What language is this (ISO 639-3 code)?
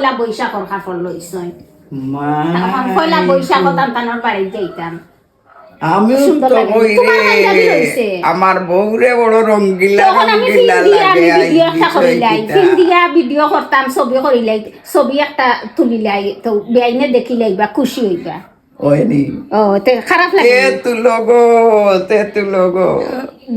syl